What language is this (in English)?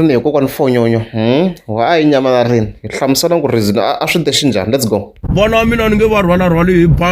Tsonga